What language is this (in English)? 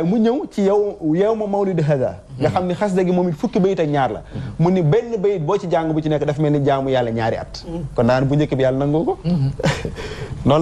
Wolof